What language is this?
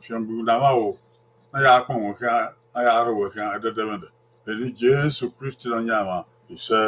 Bini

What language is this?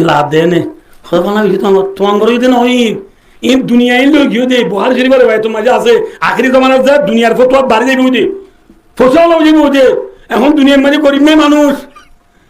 Rohingya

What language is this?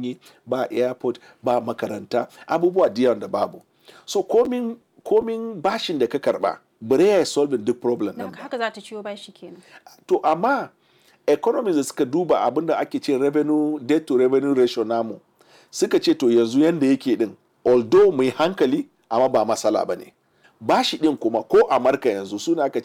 Hausa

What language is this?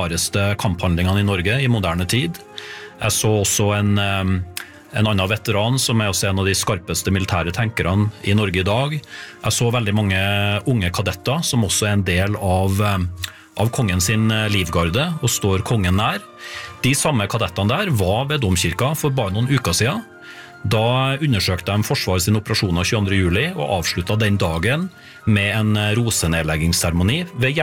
Norwegian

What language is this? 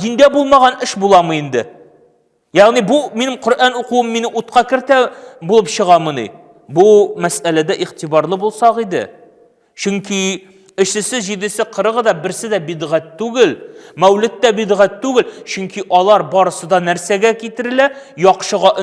Tatar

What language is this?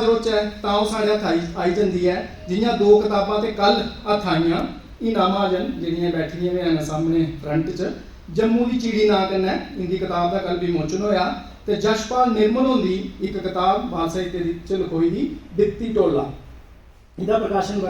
Dogri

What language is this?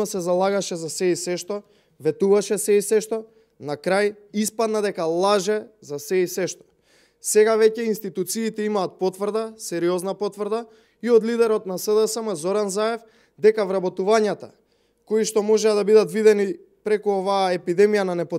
Macedonian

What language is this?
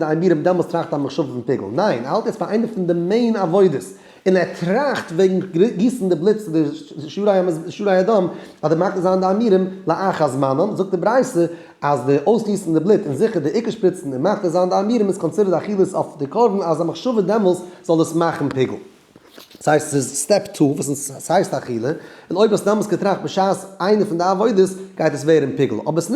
Yiddish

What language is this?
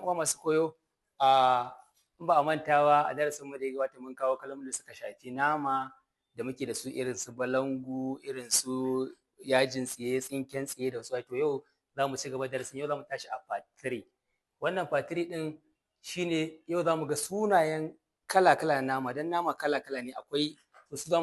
Hausa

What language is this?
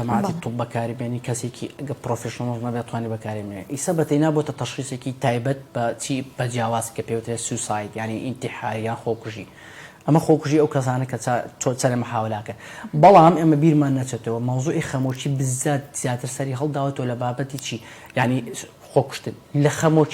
Central Kurdish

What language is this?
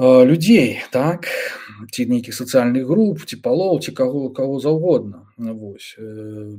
Belarusian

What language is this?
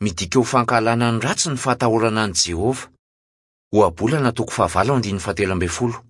Malagasy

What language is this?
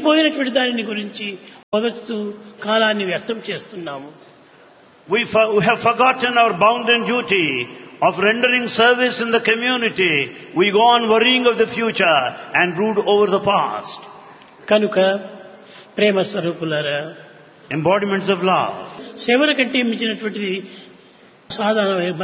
Telugu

